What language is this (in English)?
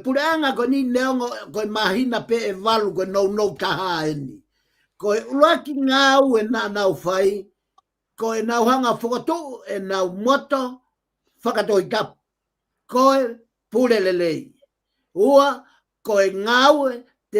Tongan